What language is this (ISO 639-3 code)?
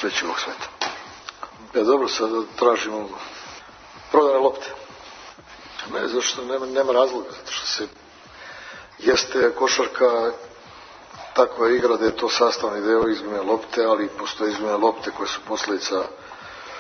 srp